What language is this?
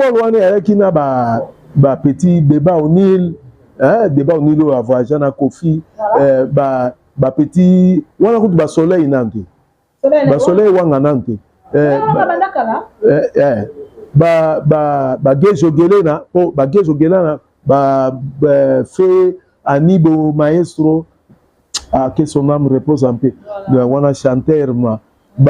Lingala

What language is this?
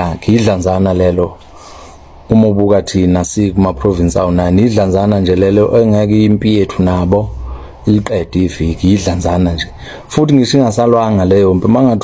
Zulu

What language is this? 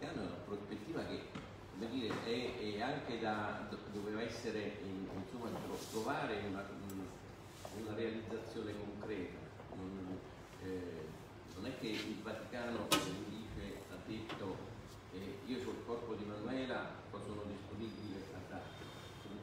Italian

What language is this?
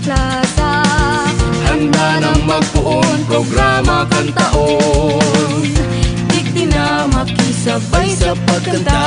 Bikol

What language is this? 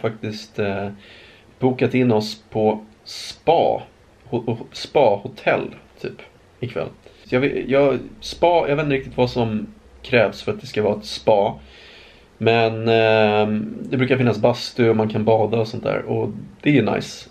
Swedish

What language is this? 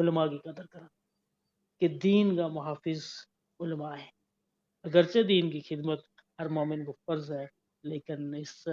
Gujari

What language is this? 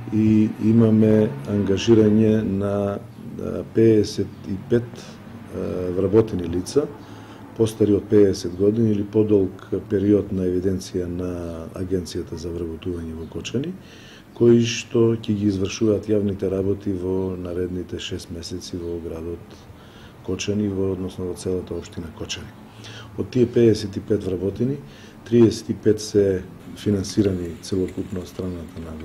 Macedonian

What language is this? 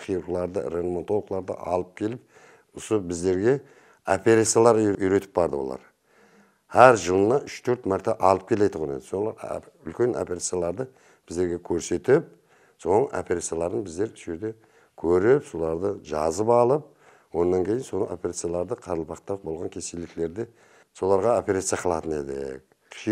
Kara-Kalpak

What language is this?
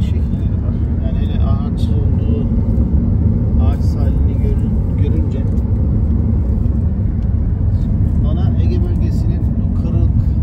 Turkish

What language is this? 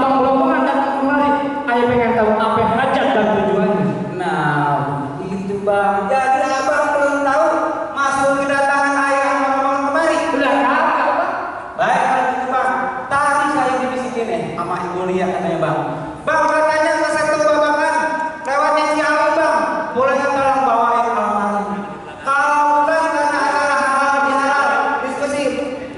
Betawi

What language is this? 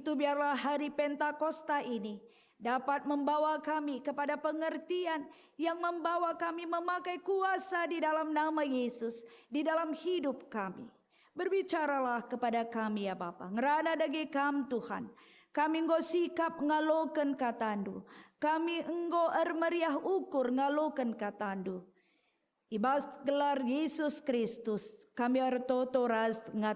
Batak Karo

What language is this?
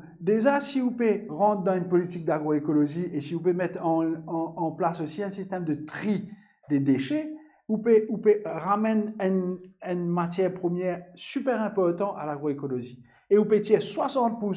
Morisyen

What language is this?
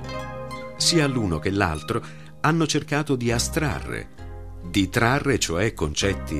Italian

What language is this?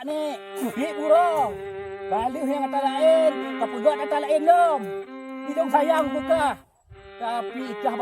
Achinese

